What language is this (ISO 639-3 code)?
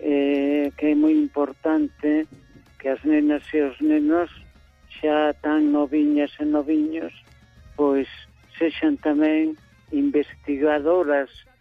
glg